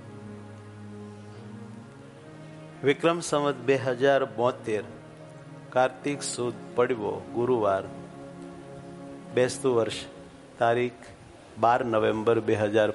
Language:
Gujarati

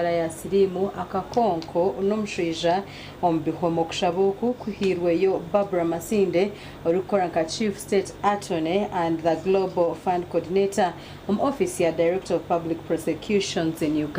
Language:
Nyankole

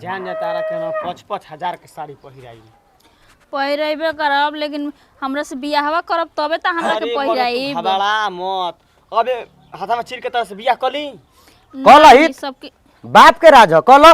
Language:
Bhojpuri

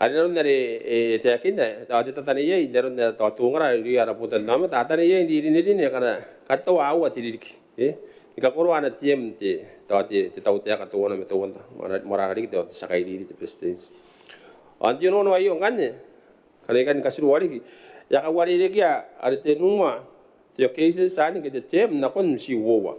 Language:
Gilbertese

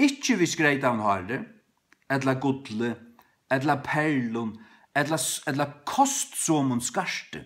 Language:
Faroese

